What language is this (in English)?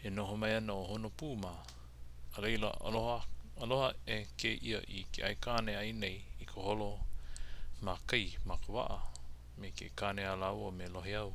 Hawaiian